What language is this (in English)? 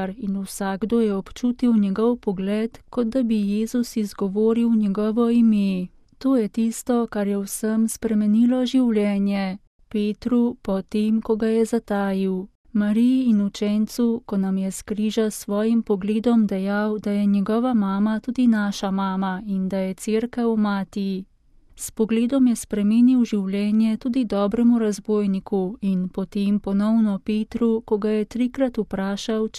Slovenian